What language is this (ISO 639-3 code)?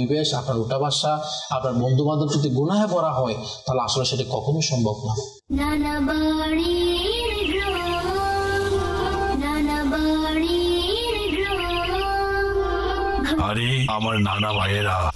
ben